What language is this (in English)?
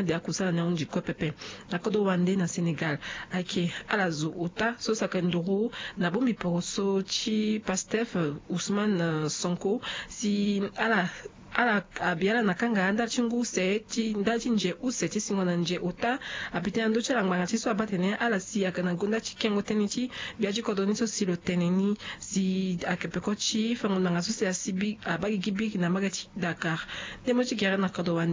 Sango